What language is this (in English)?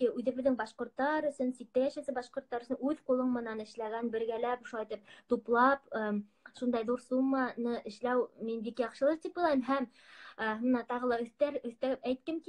Bashkir